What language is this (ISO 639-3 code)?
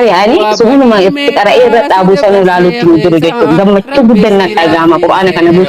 orm